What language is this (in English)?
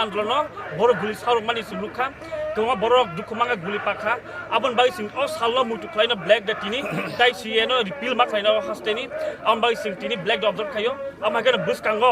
Kok Borok